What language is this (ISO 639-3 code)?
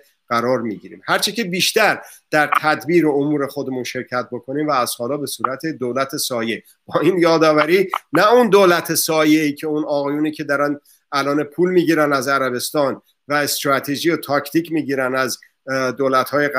fas